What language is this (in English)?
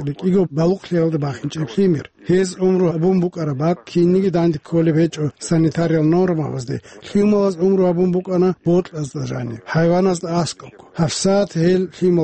Avaric